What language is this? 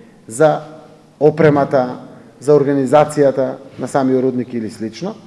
Macedonian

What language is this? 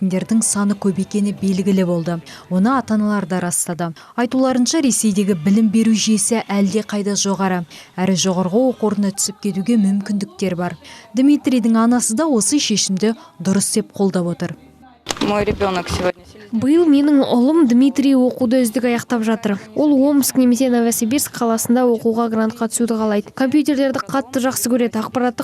Kazakh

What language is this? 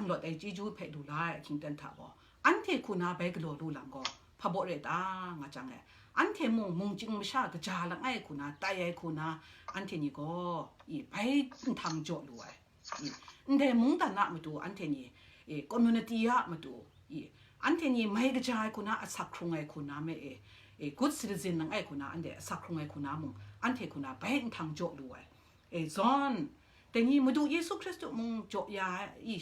Kachin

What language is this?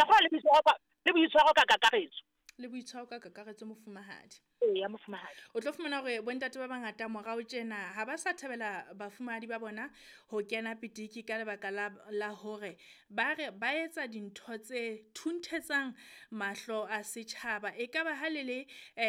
Southern Sotho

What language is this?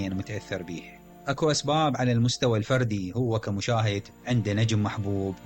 Mesopotamian Arabic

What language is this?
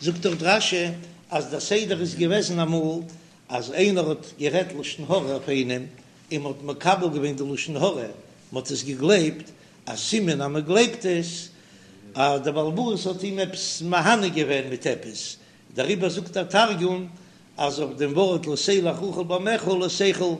Yiddish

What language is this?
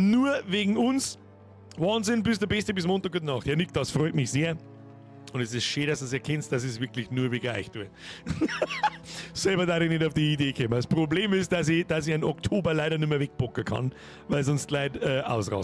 Bavarian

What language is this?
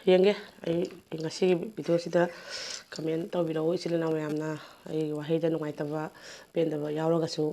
Manipuri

